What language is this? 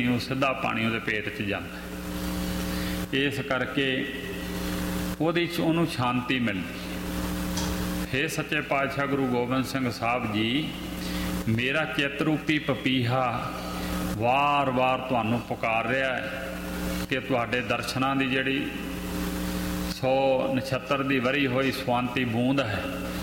Punjabi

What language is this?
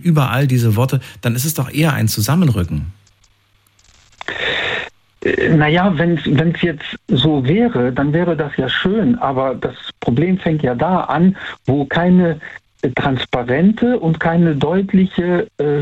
German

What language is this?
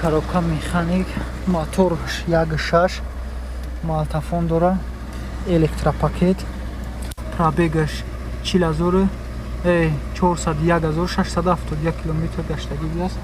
Tajik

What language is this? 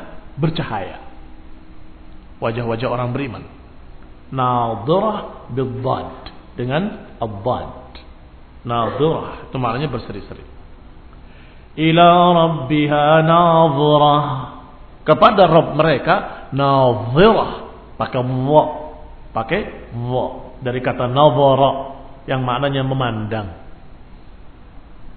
Indonesian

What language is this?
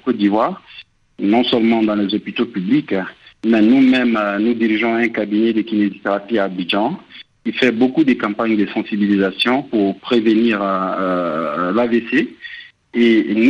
French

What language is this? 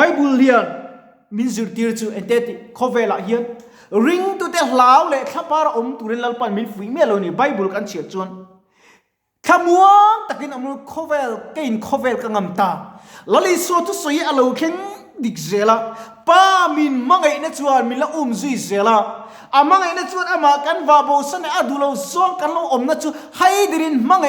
Mizo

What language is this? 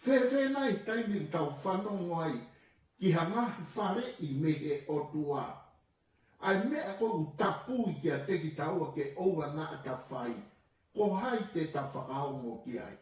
Tongan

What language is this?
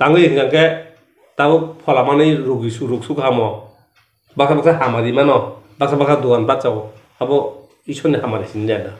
Kok Borok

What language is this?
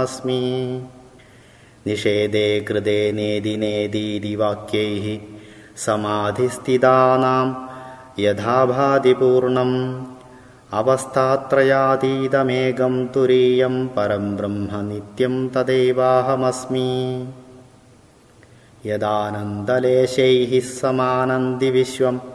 Sanskrit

